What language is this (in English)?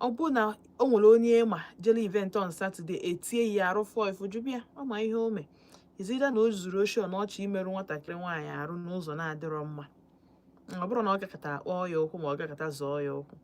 Igbo